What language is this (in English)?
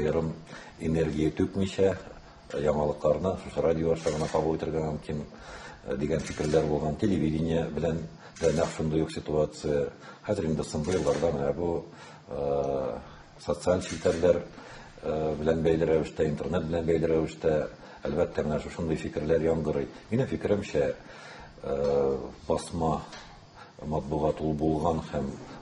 Tatar